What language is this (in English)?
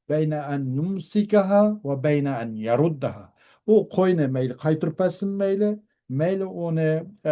Uyghur